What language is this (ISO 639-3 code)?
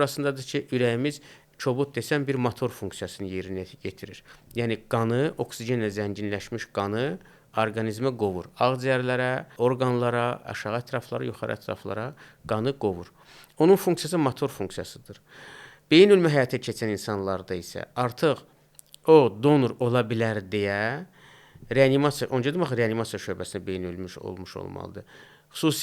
aze